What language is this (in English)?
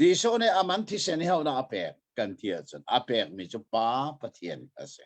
Hakha Chin